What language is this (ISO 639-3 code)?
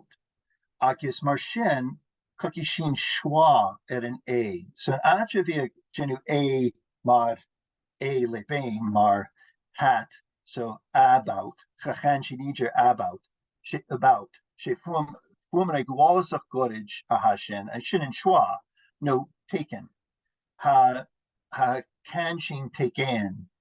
gla